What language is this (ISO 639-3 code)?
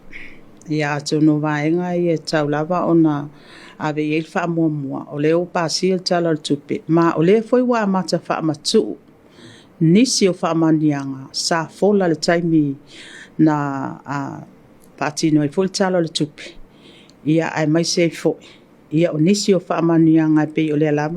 smo